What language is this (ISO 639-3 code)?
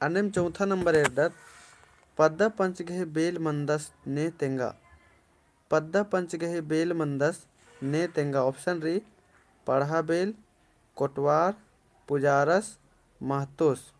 kru